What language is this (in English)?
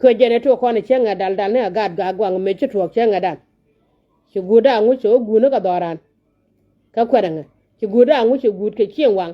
Nuer